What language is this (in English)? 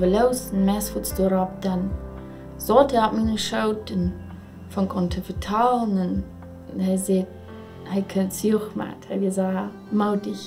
Plautdietsch